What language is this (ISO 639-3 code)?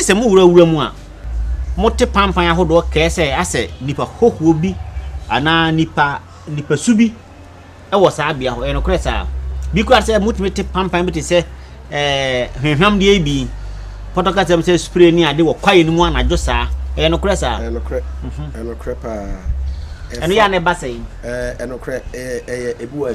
aka